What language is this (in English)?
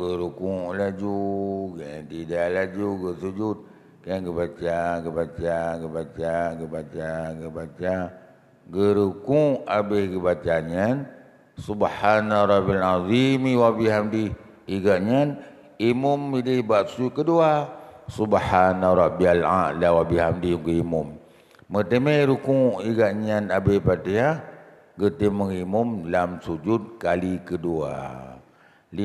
Achinese